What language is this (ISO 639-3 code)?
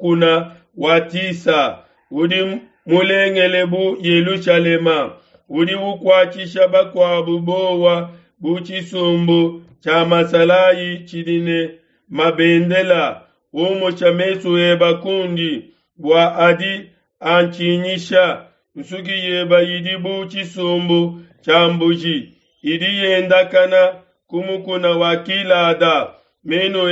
lua